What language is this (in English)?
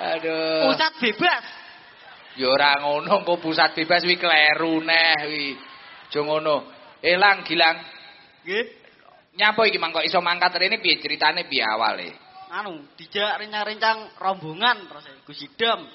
Javanese